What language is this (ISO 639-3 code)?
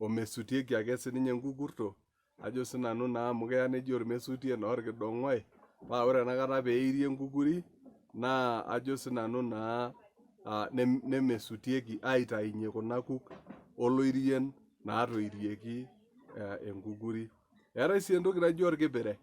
mas